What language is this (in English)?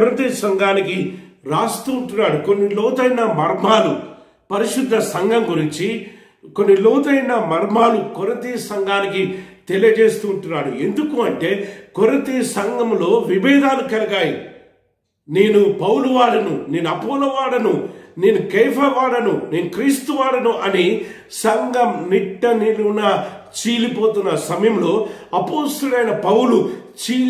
Telugu